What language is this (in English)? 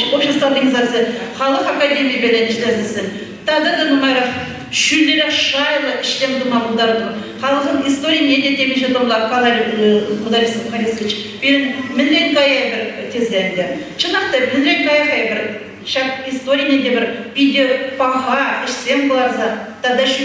Chuvash